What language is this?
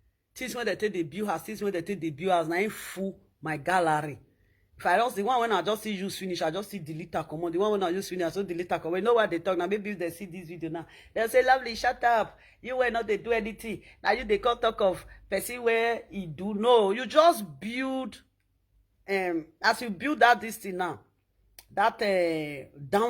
Nigerian Pidgin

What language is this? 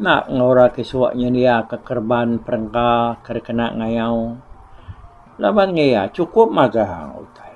Iban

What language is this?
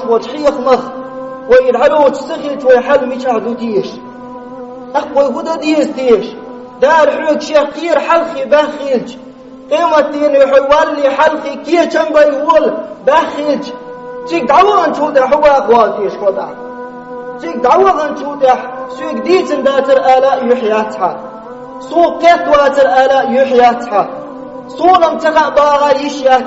Chechen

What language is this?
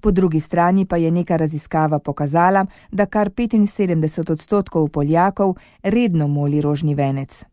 Slovenian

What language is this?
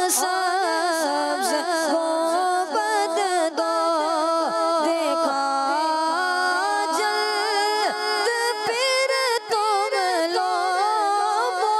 Urdu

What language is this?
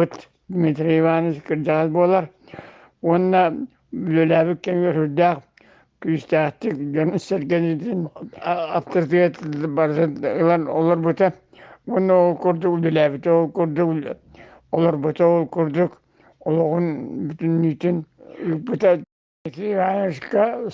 Yakut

